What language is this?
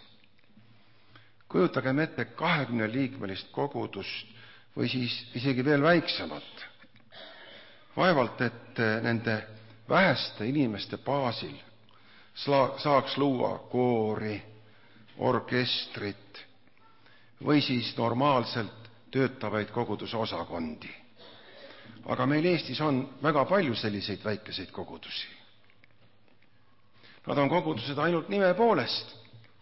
Estonian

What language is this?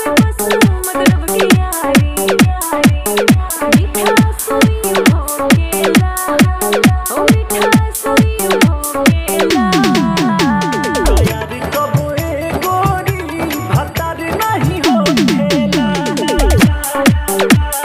Bhojpuri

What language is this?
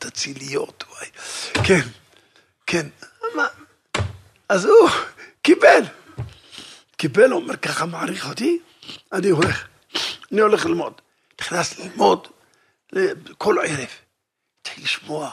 Hebrew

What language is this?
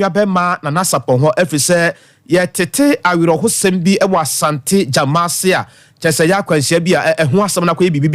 Akan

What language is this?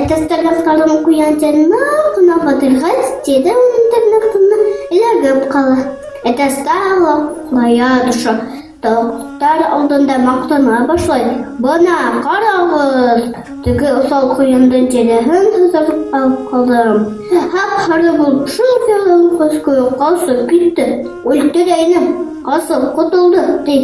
Bashkir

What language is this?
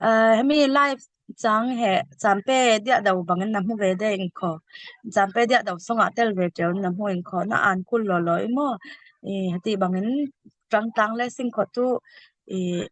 Falam Chin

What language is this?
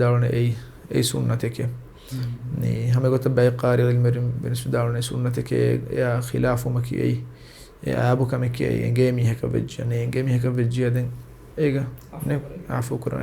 Divehi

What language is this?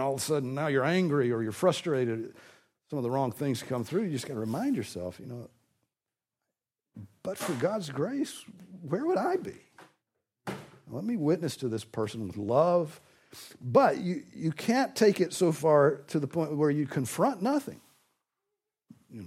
English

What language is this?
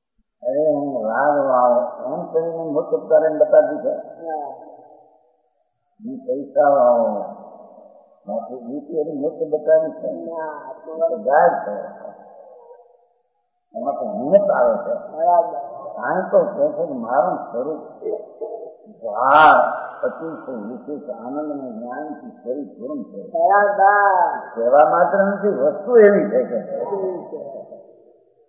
Gujarati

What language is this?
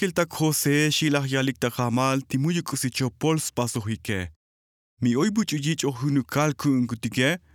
Tzotzil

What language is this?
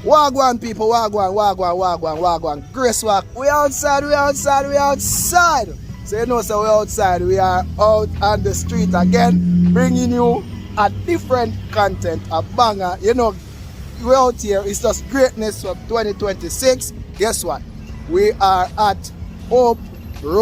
Jamaican Creole English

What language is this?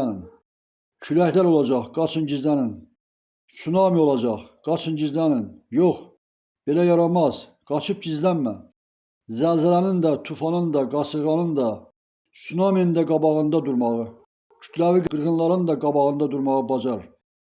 Azerbaijani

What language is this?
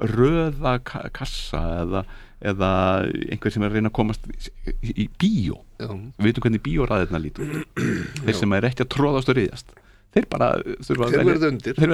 Icelandic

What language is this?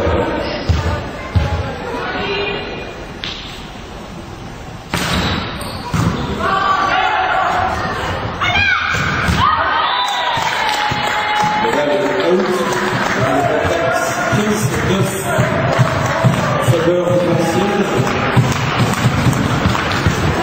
French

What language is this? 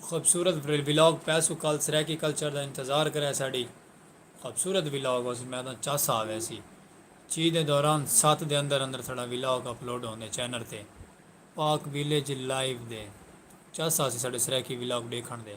Saraiki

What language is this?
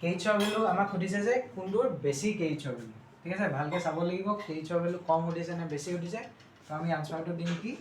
Assamese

